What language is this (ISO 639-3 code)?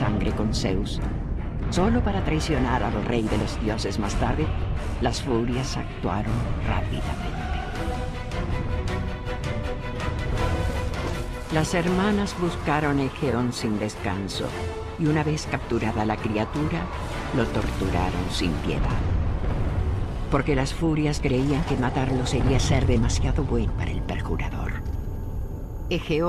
spa